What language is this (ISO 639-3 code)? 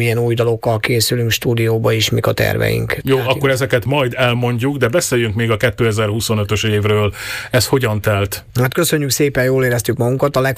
hun